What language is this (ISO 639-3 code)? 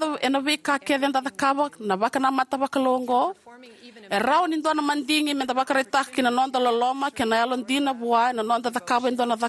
fij